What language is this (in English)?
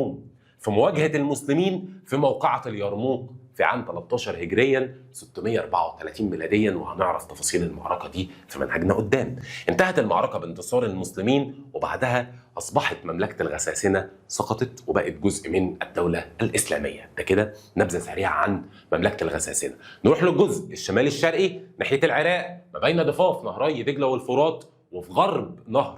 Egyptian Arabic